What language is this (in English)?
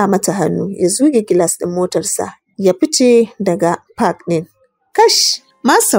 Hausa